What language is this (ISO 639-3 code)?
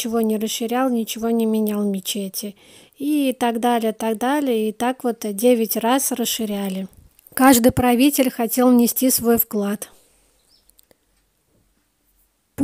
rus